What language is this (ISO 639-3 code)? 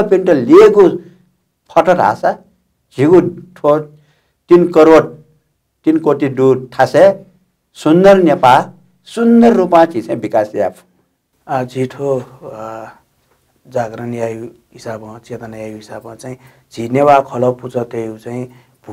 new